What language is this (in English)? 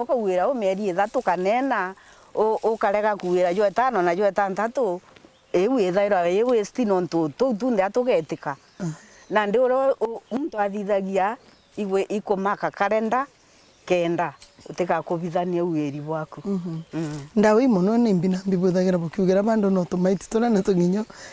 Meru